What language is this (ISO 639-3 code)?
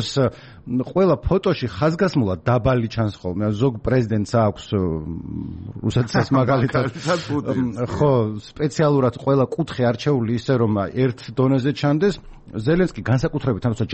kat